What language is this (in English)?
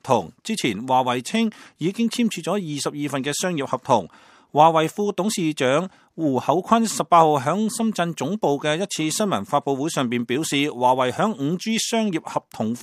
Cantonese